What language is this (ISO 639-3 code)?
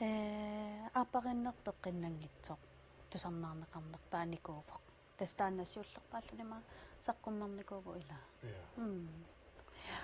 kal